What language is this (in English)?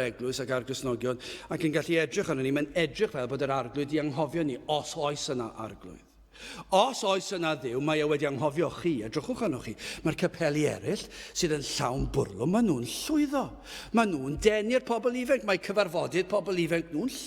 Welsh